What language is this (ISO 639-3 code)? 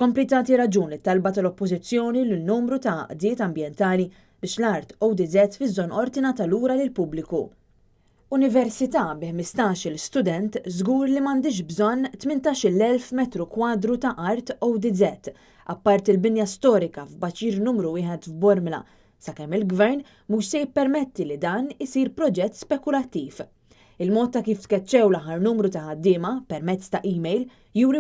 mlt